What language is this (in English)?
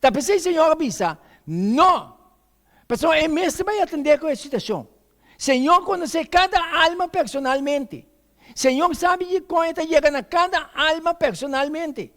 Papiamento